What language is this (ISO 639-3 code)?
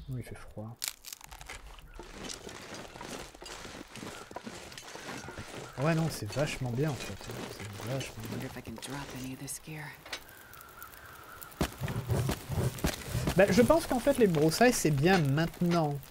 fra